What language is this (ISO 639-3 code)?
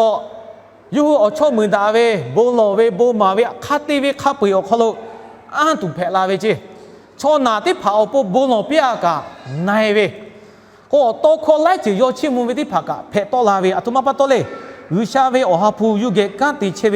lhu